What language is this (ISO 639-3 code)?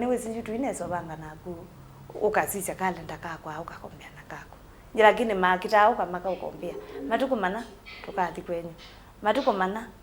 kam